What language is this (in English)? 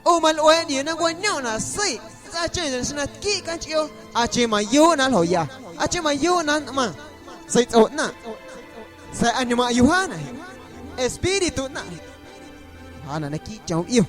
Guerrero Amuzgo